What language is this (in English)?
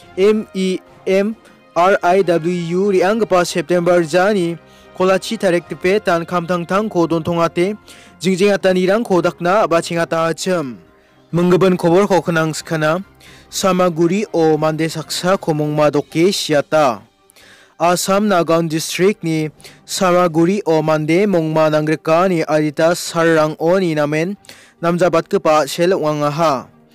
Garo